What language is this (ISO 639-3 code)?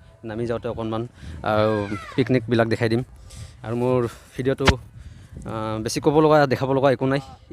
asm